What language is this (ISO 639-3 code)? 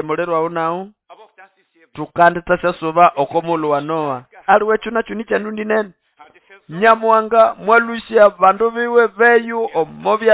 nnb